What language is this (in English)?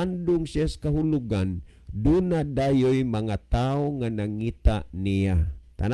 Cebuano